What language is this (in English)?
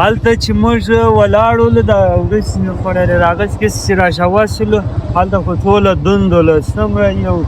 Pashto